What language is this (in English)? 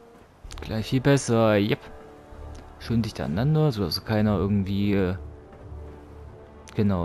German